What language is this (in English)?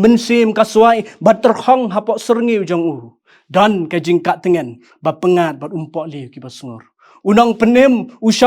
Khasi